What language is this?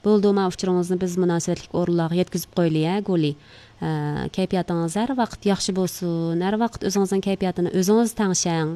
Uyghur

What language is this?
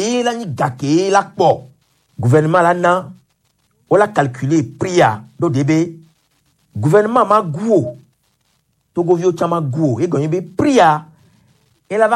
Gen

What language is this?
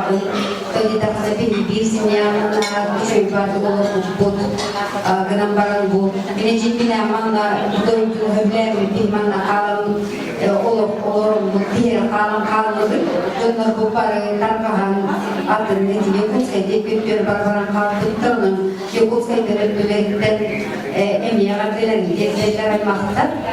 Yakut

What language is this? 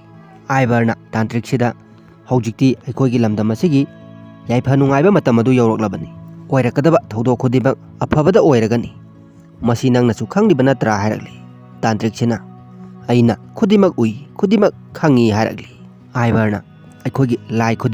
Manipuri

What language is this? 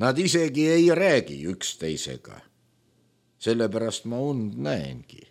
Estonian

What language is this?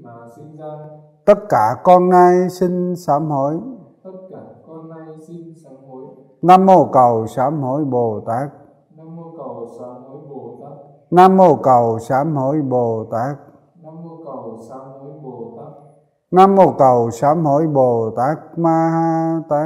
Vietnamese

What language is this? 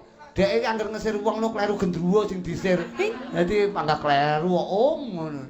Javanese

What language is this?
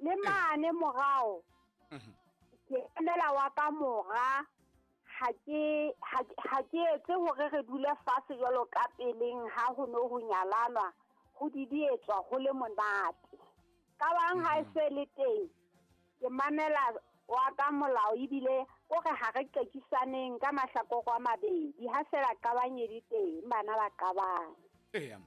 Southern Sotho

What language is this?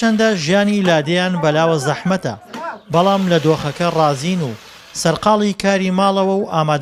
Central Kurdish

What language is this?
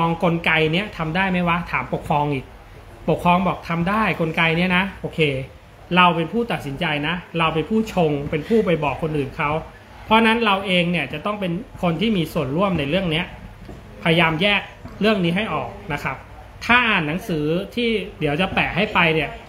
Thai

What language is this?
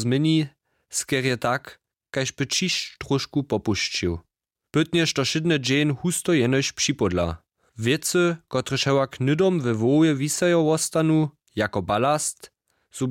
Upper Sorbian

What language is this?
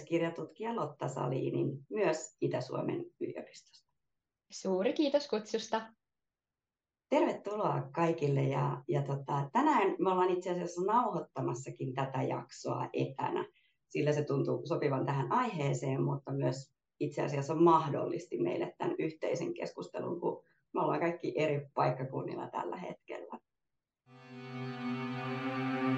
Finnish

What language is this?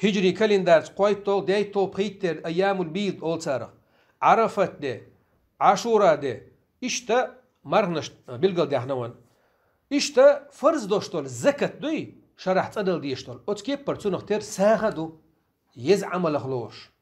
Chechen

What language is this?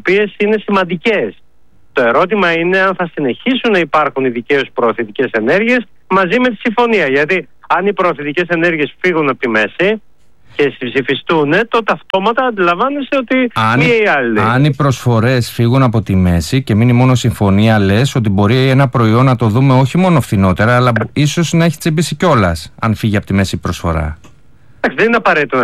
Greek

